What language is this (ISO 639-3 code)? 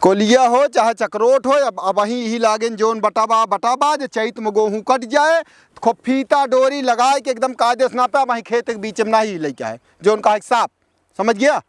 awa